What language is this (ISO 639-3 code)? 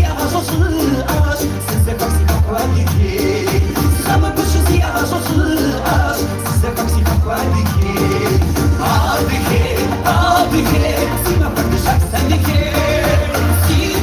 kbd